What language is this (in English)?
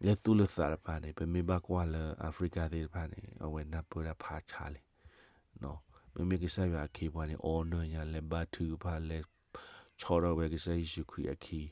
S'gaw Karen